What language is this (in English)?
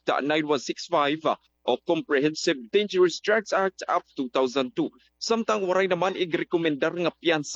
Waray